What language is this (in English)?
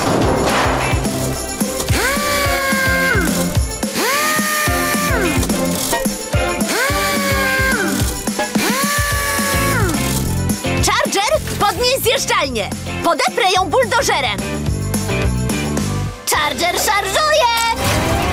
Polish